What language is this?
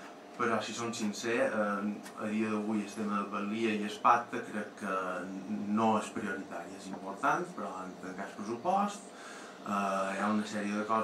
Catalan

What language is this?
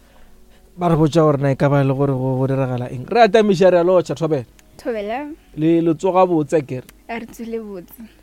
Northern Sotho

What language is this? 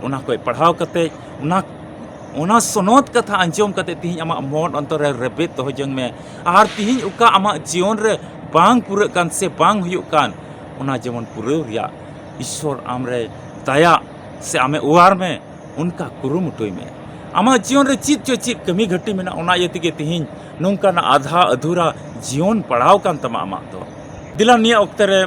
Santali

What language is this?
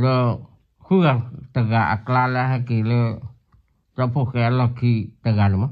S'gaw Karen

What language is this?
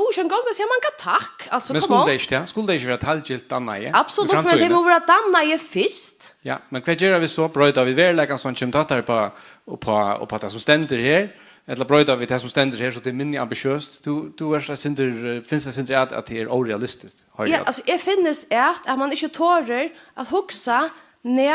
Faroese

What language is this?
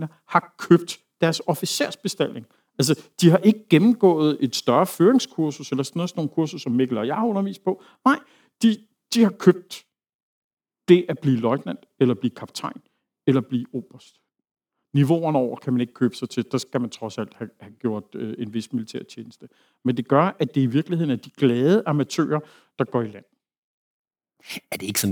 Danish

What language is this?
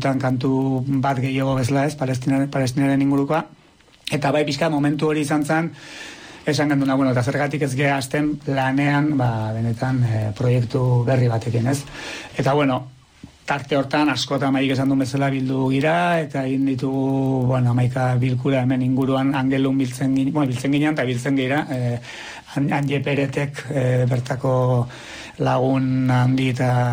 Basque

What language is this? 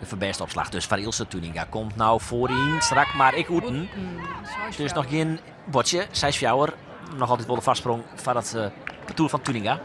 Western Frisian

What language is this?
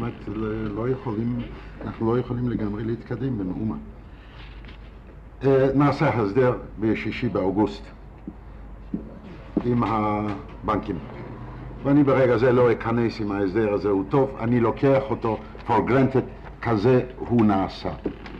Hebrew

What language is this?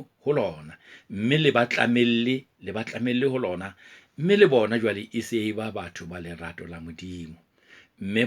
Southern Sotho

